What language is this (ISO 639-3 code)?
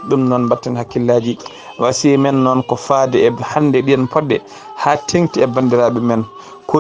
ful